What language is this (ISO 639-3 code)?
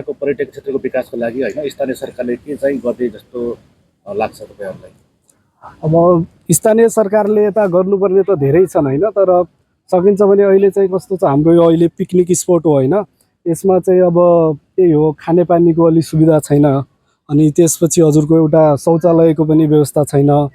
nep